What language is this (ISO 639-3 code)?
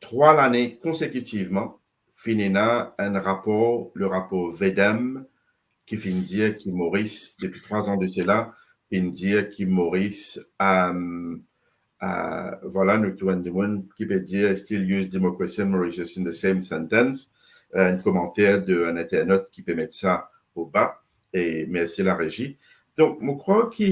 mfe